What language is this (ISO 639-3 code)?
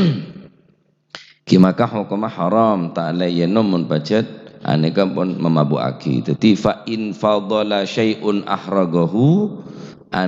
mad